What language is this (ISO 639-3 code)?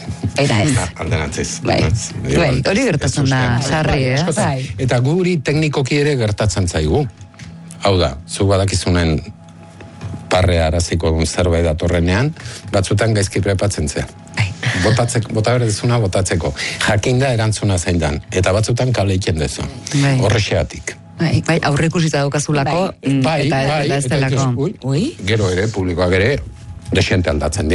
eus